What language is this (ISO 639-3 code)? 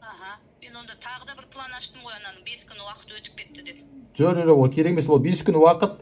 kaz